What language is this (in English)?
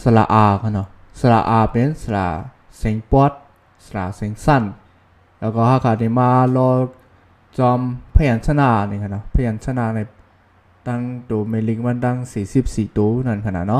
Shan